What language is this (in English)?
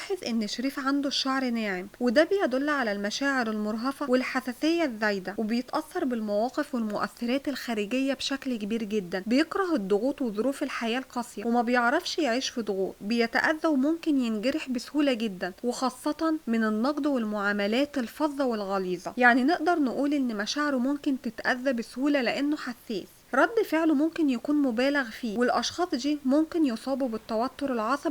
Egyptian Arabic